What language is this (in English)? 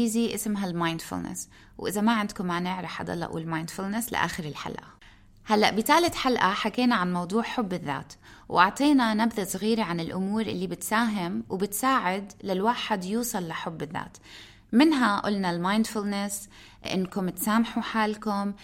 North Levantine Arabic